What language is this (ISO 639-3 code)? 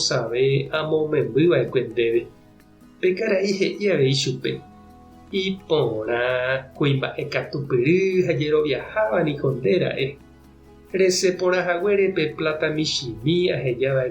grn